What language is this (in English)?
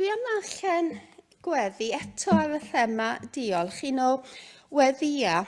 Welsh